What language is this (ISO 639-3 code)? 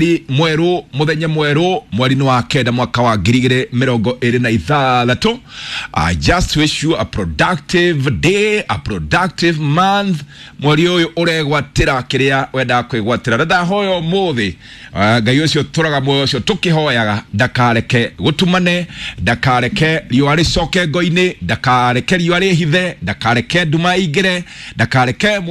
kik